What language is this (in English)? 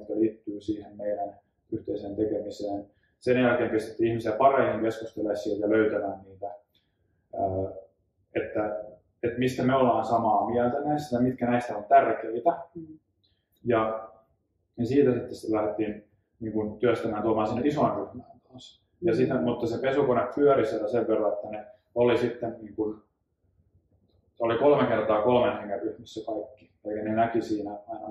Finnish